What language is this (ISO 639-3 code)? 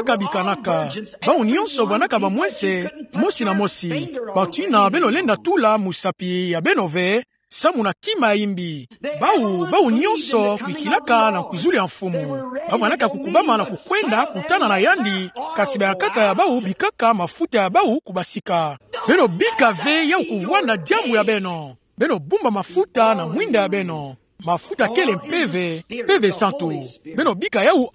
ktu